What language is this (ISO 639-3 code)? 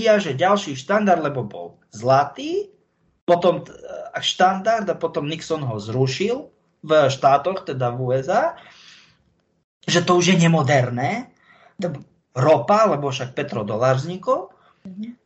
slk